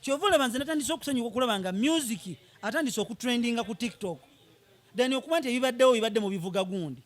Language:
Ganda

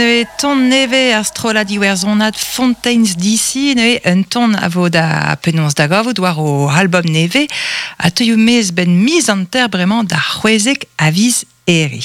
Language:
Breton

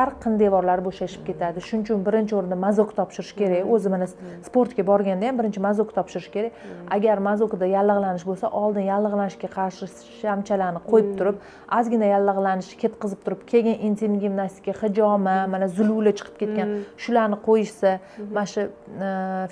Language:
Uzbek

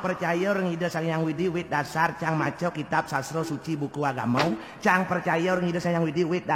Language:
Balinese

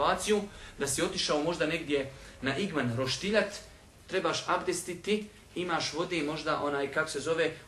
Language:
Bosnian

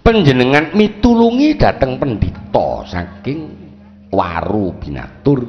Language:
Javanese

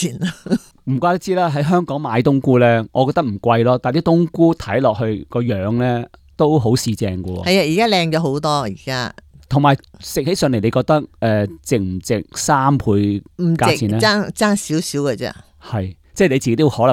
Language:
Cantonese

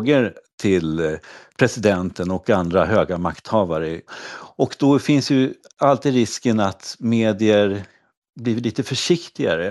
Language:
Swedish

